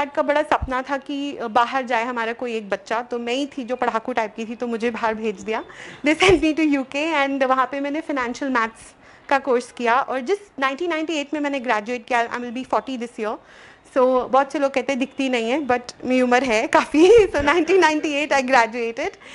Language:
Hindi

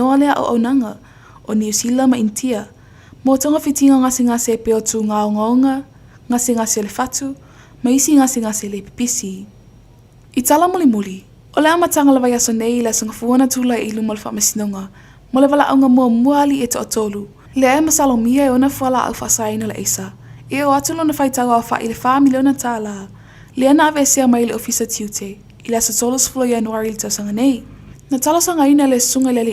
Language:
Samoan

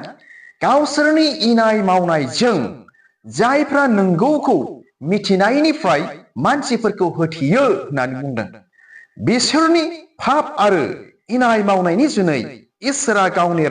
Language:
Bodo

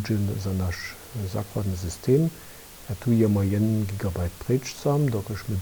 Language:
Upper Sorbian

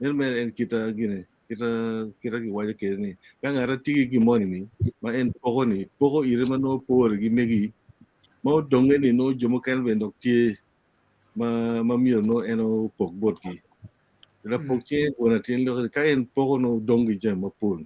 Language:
Acoli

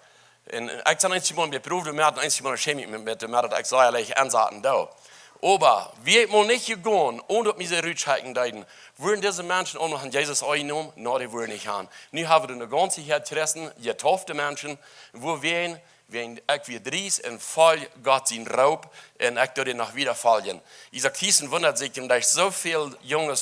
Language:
Plautdietsch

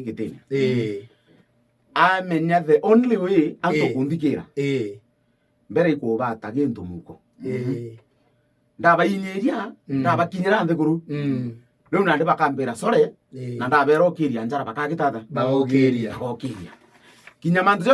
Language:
Meru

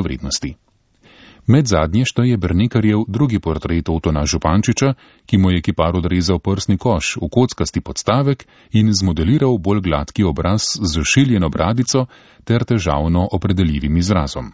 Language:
Slovenian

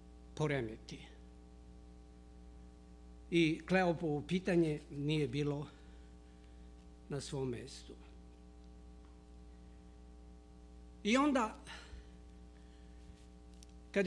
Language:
Serbian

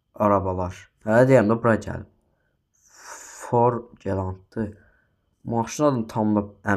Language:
Azerbaijani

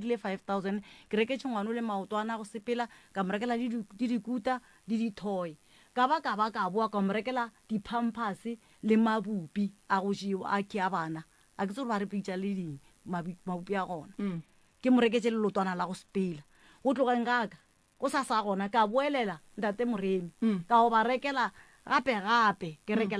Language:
Northern Sotho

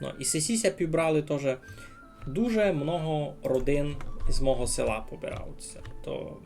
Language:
Rusyn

